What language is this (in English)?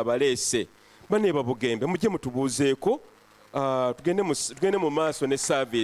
Ganda